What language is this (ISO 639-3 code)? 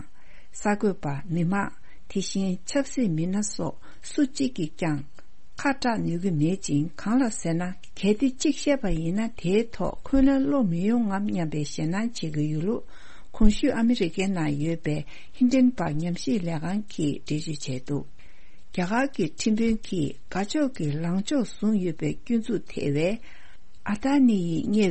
bod